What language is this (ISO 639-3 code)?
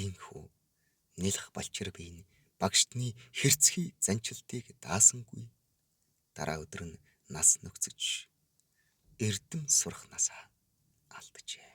mon